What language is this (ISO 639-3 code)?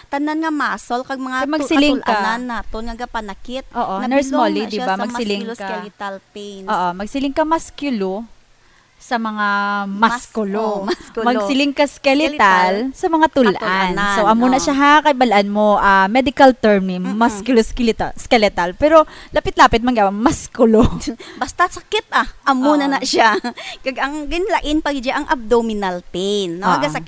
hil